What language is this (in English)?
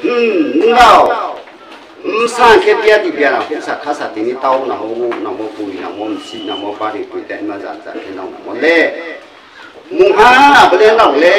Riang (India)